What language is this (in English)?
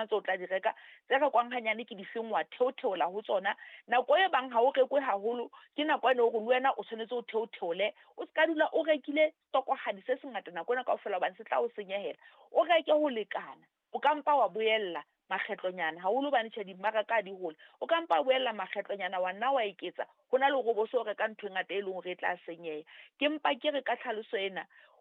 Southern Sotho